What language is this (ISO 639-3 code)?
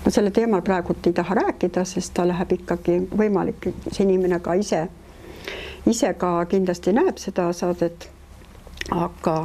est